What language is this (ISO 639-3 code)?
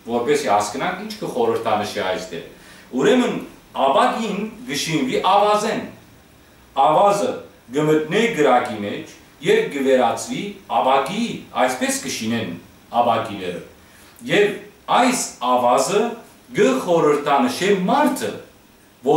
hyw